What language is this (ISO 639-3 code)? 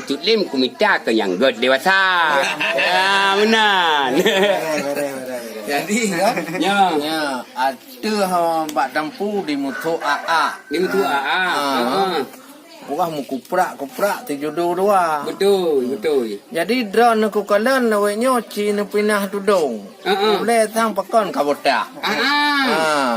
ace